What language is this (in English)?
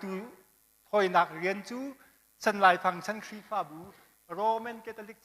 Hakha Chin